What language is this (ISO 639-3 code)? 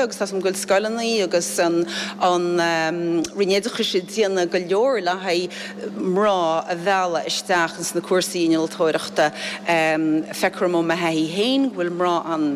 gle